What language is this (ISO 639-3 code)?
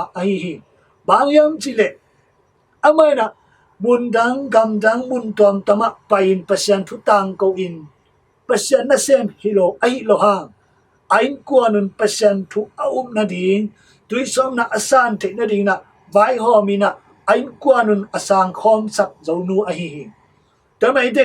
ctd